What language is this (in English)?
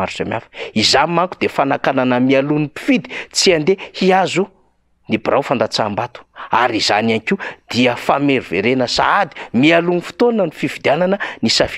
Malagasy